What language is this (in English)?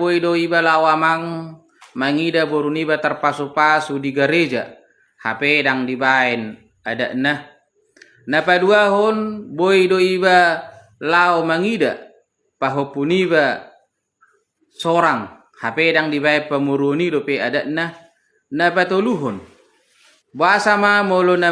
Batak Toba